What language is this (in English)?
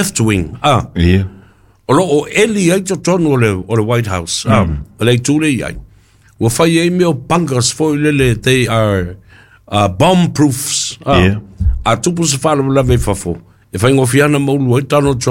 Samoan